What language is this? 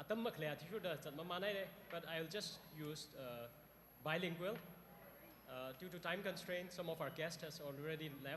Tangkhul Naga (India)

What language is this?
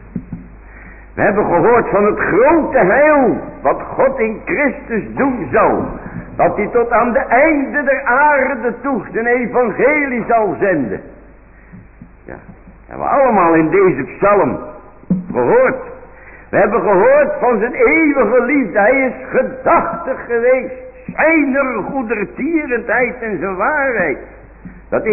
Dutch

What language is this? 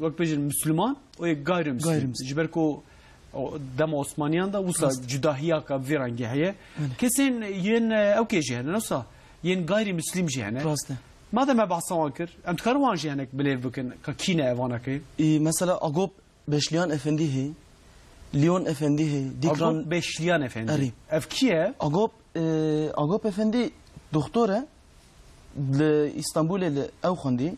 Kurdish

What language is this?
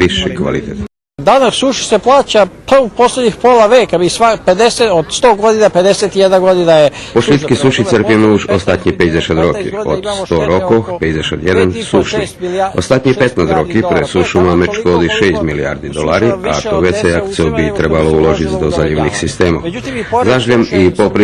Rusyn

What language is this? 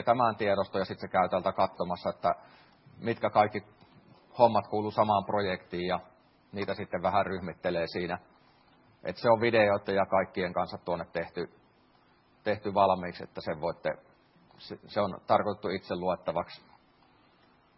Finnish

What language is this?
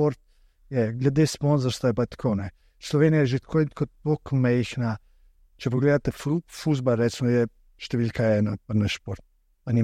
Slovenian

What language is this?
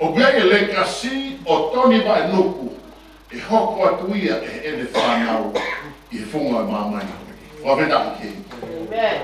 Tongan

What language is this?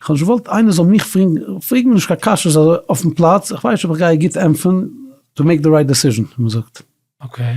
Yiddish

